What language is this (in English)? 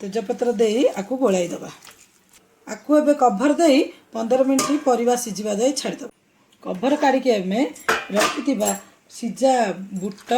Odia